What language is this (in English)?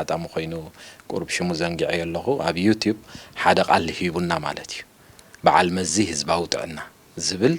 Tigrinya